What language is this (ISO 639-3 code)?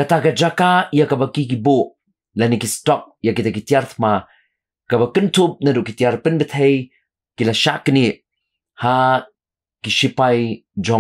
kha